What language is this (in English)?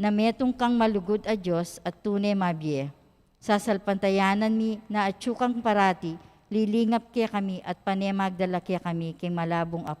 Pampanga